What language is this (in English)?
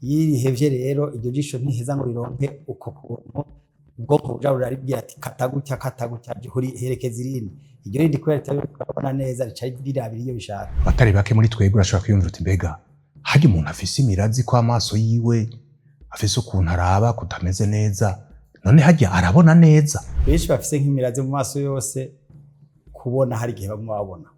Rundi